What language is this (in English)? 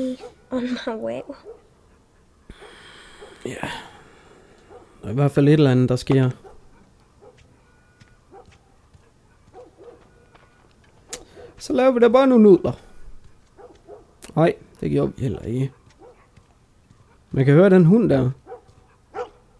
Danish